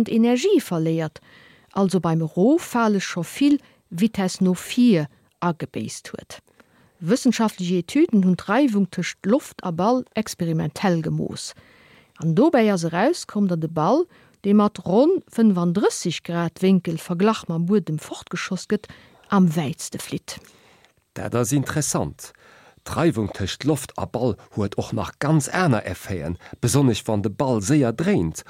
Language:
Luxembourgish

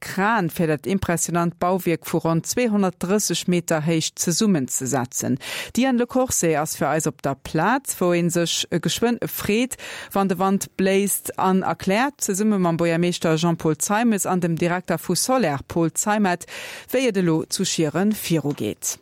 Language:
Luxembourgish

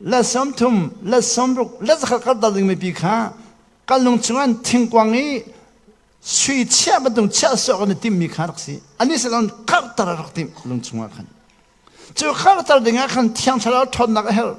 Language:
Hakha Chin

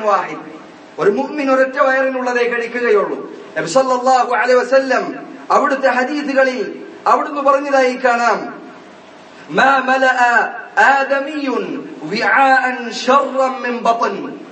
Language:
Malayalam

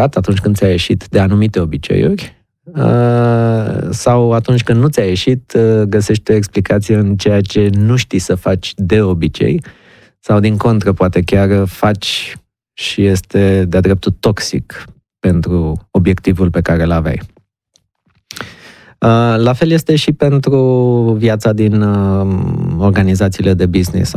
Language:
Romanian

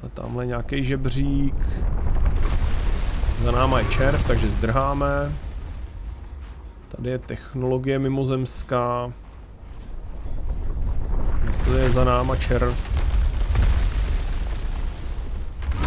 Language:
Czech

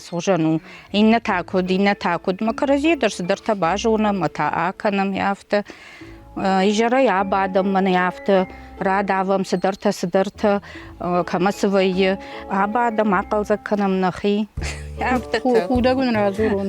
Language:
Ossetic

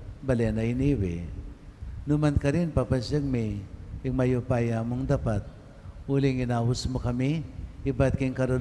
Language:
Pampanga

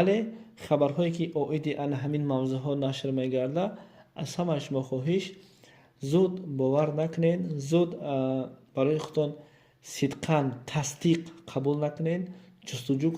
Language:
Tajik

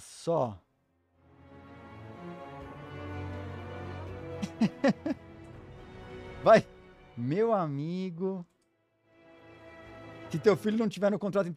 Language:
Portuguese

